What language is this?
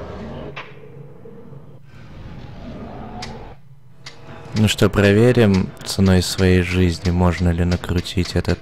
Russian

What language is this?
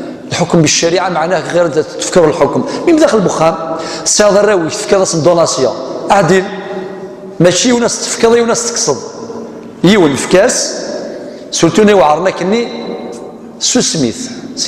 Kabyle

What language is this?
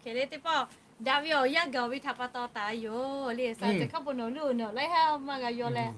Lahu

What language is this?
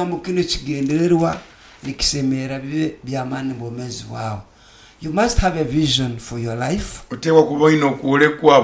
Nyoro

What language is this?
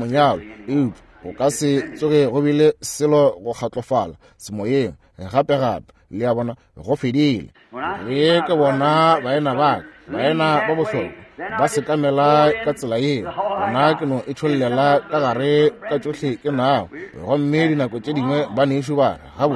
Northern Sotho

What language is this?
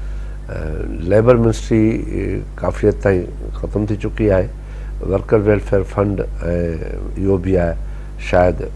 Sindhi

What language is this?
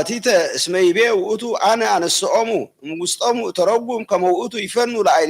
Geez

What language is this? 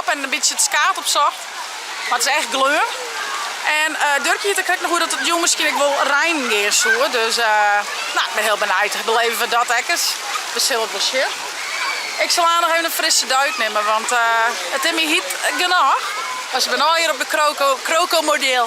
Western Frisian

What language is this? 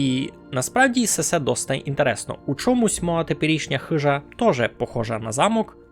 Rusyn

